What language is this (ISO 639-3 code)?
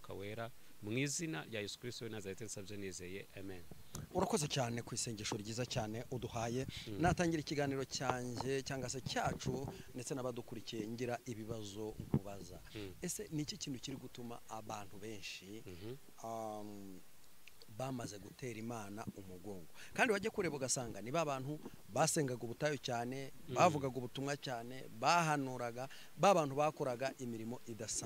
kin